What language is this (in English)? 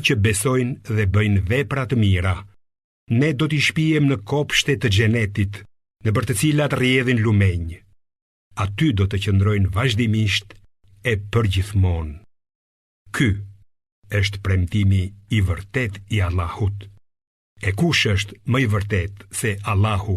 Albanian